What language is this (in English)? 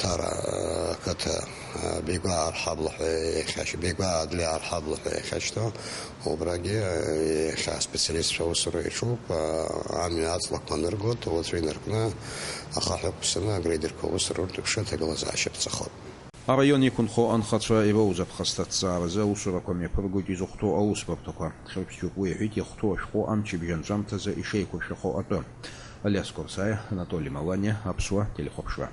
Abkhazian